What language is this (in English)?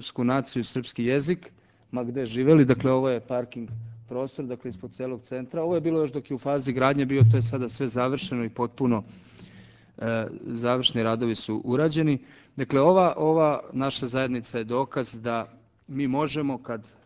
Serbian